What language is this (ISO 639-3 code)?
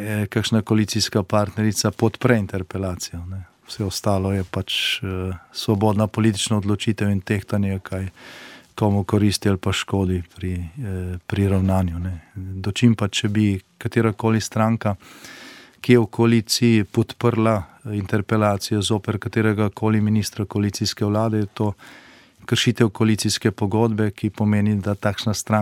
slv